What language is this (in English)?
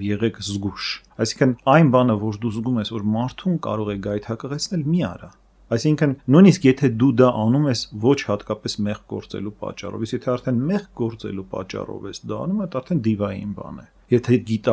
Armenian